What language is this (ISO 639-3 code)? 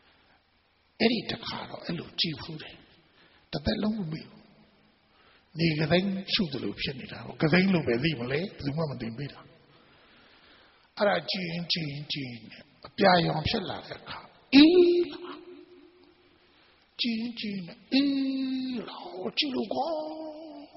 mya